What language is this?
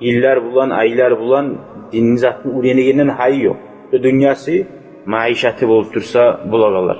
Kumyk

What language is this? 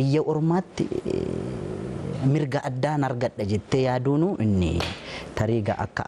Oromo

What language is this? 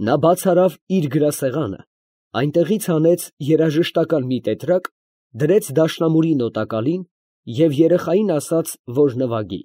Armenian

